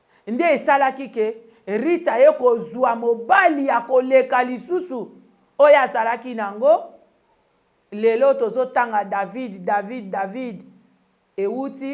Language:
Lingala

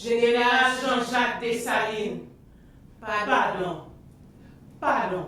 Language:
Haitian Creole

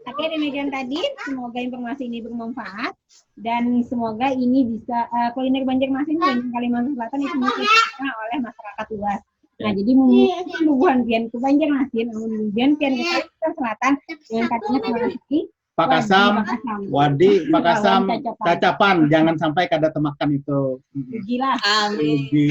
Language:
Banjar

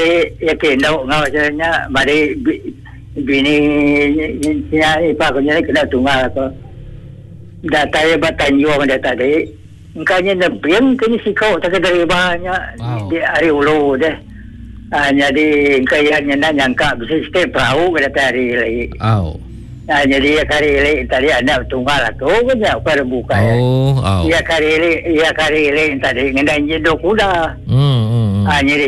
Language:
Iban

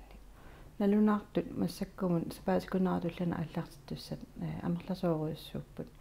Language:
Kalaallisut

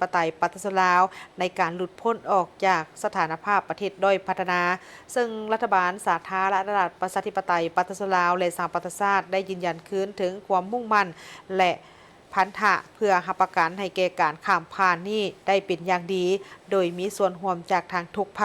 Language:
Lao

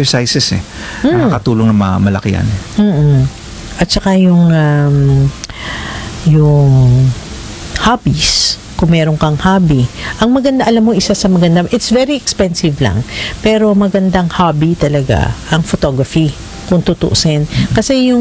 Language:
Filipino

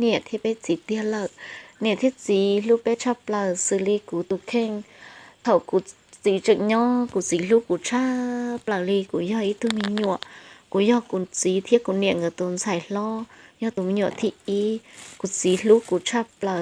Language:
Hmong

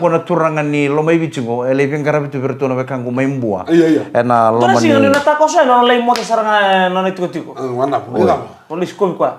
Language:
Fijian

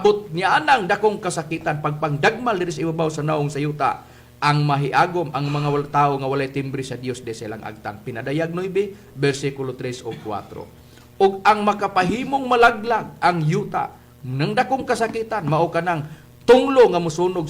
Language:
Cebuano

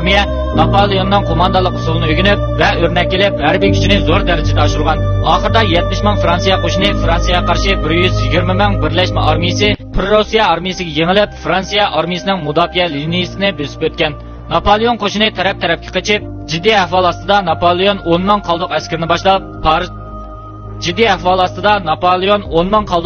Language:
Uyghur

